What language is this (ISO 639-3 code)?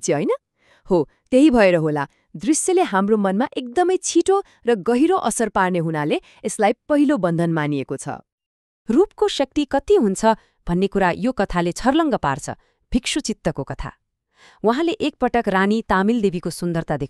nep